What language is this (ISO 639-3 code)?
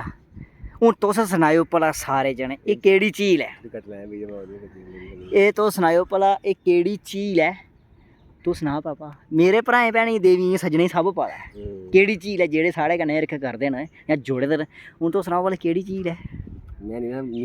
doi